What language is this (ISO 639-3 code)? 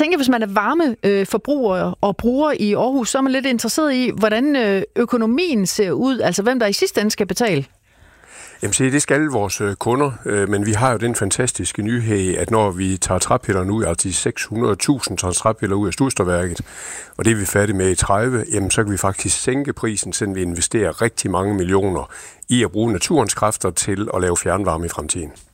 dan